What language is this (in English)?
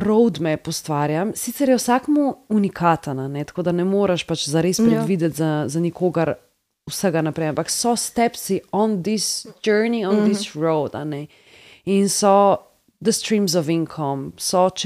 Slovenian